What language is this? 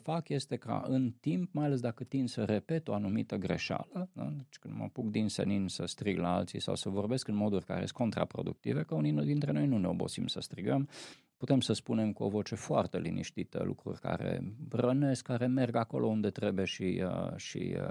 Romanian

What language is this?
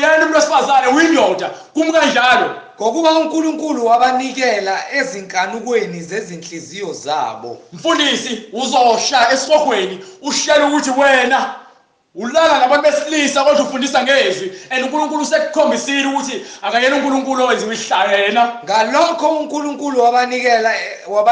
Zulu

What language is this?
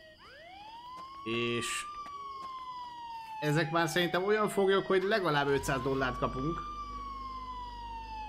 Hungarian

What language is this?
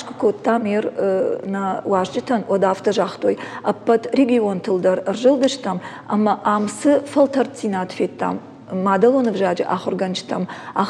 Ossetic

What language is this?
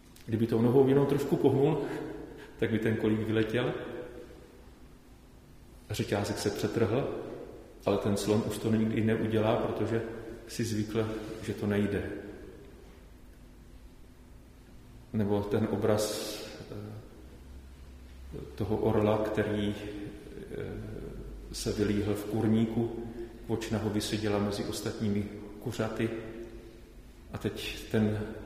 Czech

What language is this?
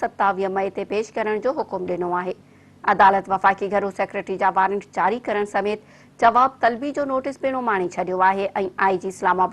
Sindhi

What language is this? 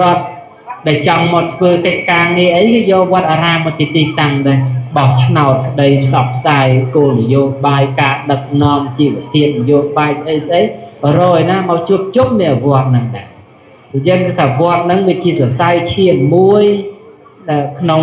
Khmer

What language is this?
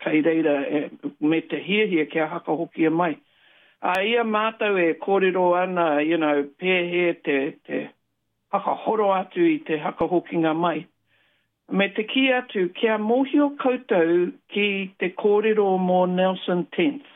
Māori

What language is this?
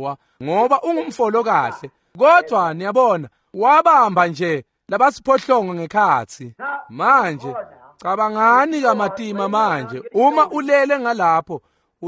Swati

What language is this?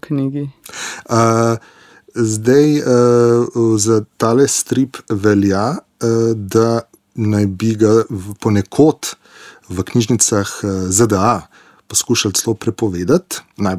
Slovenian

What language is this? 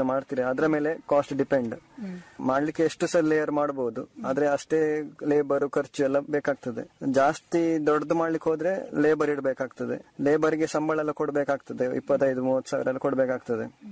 Kannada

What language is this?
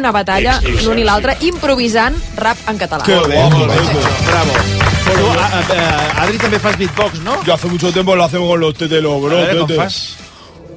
Catalan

